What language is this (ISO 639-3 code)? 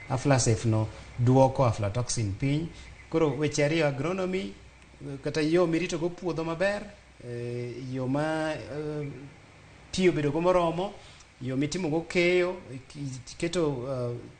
luo